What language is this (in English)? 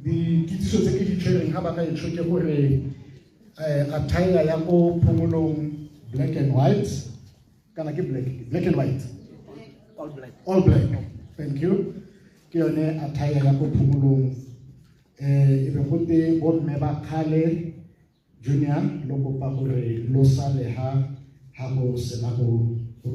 Tswana